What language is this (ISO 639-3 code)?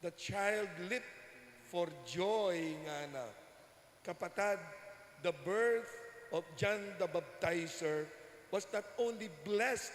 pam